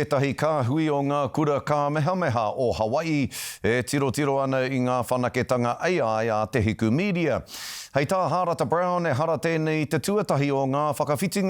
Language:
Māori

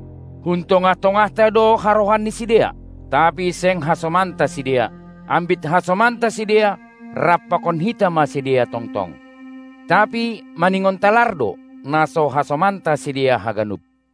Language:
Batak Simalungun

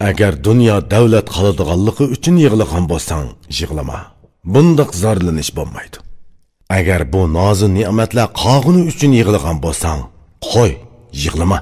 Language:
Uyghur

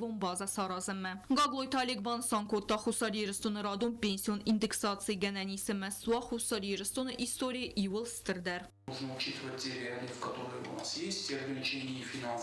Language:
Ossetic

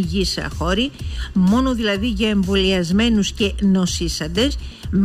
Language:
Greek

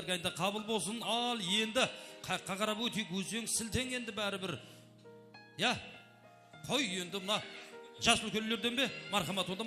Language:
Kara-Kalpak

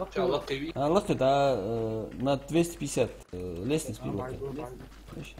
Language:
Ingush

